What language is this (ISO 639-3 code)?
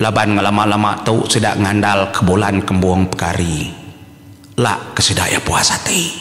iba